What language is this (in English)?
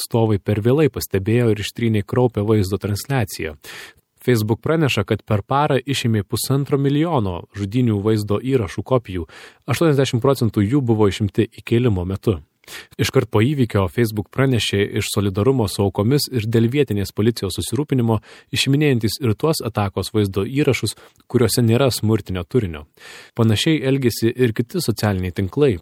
Lithuanian